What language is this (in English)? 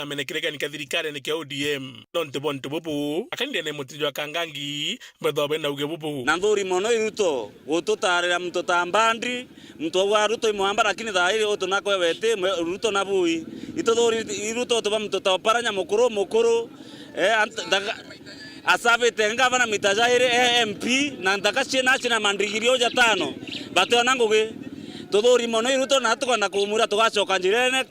Meru